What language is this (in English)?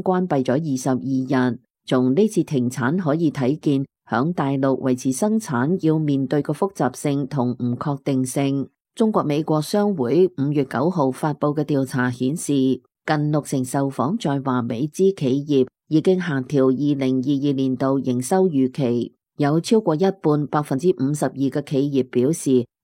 Cantonese